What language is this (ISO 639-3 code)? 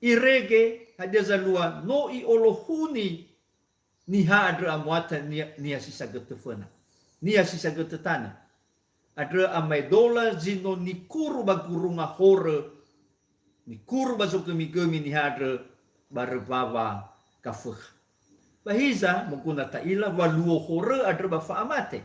nia